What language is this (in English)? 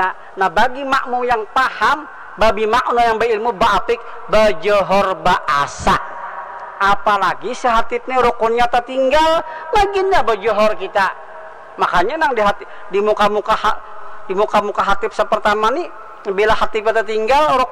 Banjar